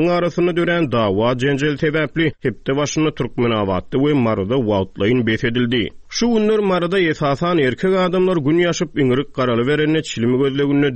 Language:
Turkmen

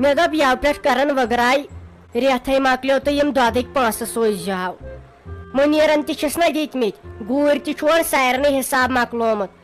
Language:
Kashmiri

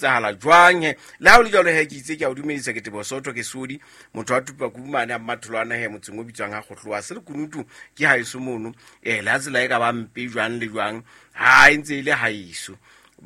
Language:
Southern Sotho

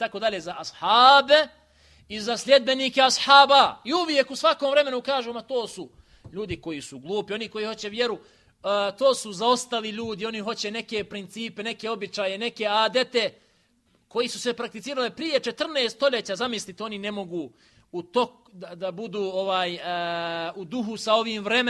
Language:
Bosnian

